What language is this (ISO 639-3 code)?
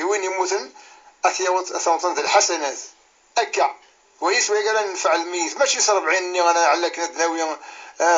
kab